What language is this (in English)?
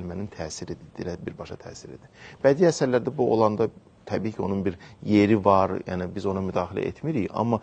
Azerbaijani